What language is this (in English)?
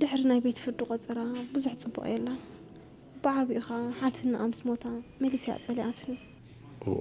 Tigrinya